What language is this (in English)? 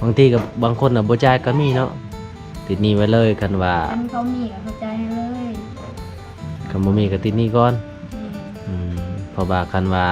Lao